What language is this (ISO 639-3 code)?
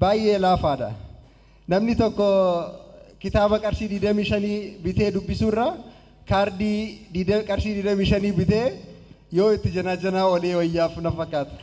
orm